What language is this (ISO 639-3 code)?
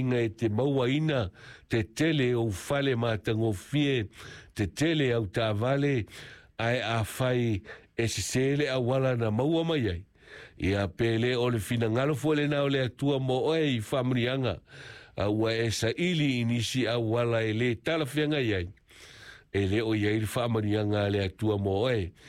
smo